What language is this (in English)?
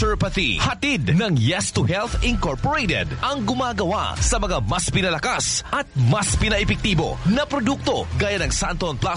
Filipino